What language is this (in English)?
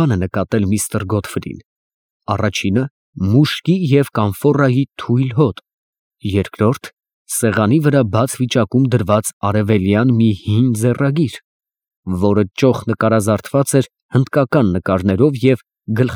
Armenian